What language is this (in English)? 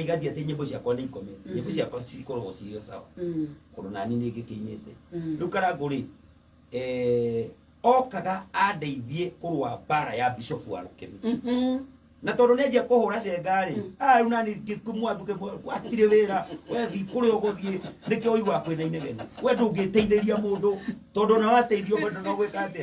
Kikuyu